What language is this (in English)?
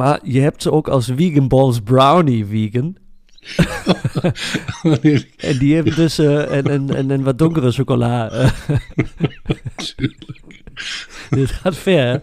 Dutch